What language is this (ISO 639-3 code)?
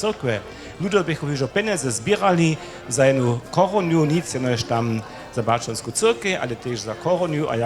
hsb